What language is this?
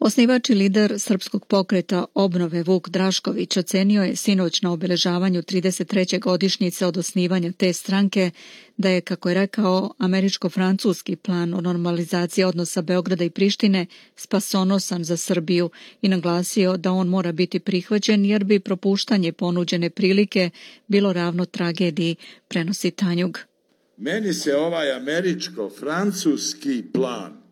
Serbian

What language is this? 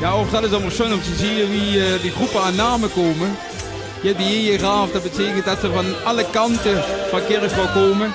Limburgish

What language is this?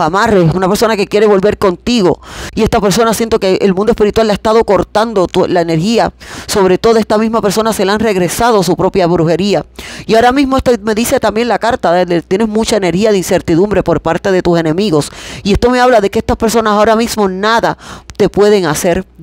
Spanish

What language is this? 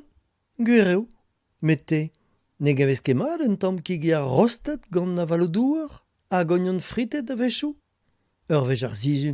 Breton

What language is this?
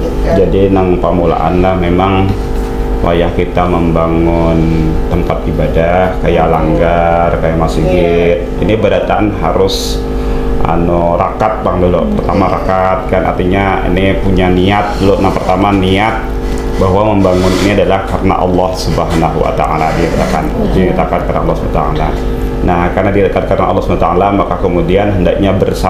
Banjar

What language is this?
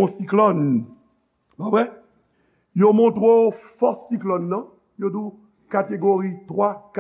Haitian Creole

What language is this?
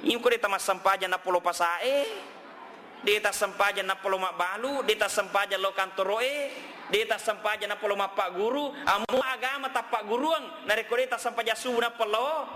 Buginese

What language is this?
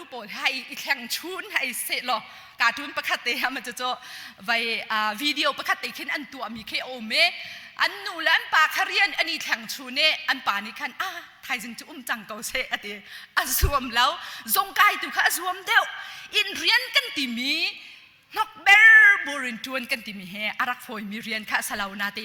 Hakha Chin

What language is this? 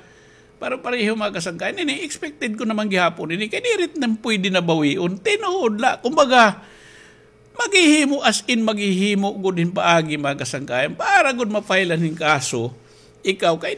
Waray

